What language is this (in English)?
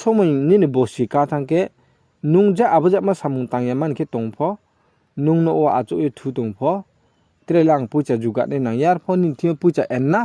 Riang (India)